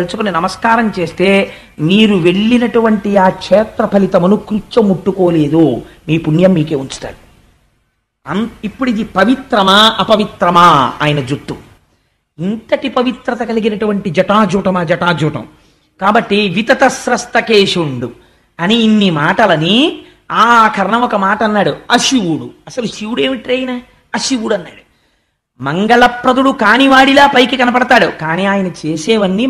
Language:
Telugu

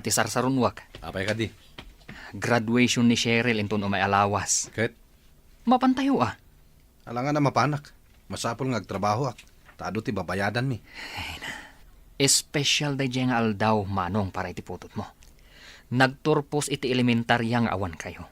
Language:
Iloko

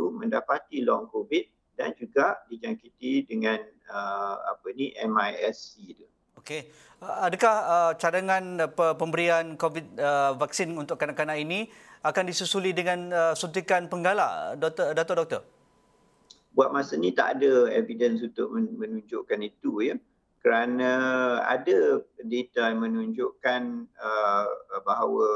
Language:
Malay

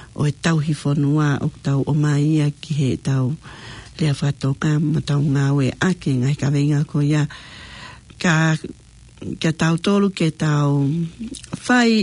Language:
Tongan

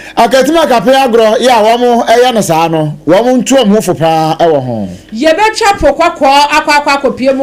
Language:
Akan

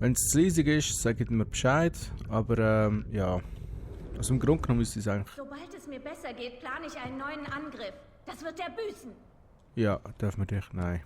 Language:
Swiss German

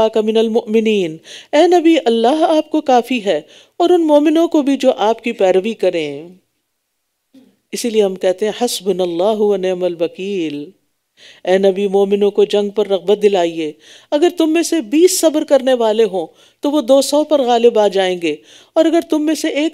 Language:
Urdu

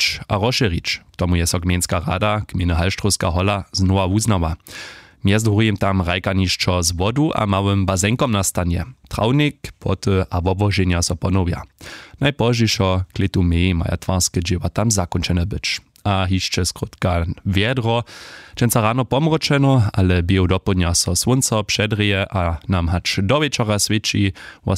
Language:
Upper Sorbian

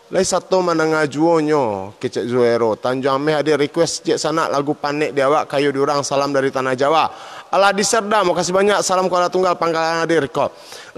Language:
Minangkabau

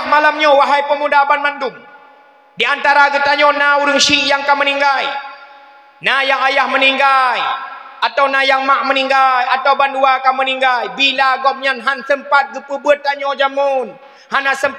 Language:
Achinese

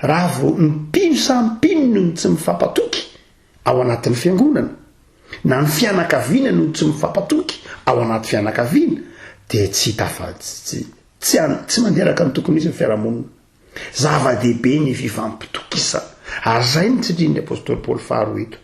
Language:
Malagasy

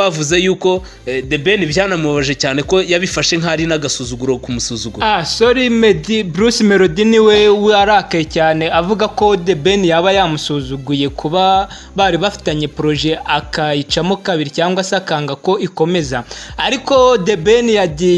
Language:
Kinyarwanda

